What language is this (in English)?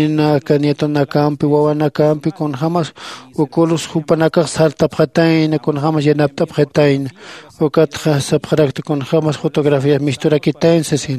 Aymara